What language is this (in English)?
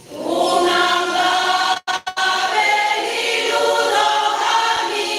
Batak Toba